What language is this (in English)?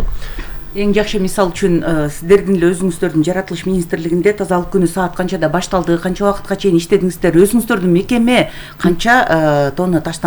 Kyrgyz